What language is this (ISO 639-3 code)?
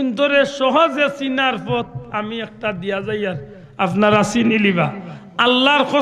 syl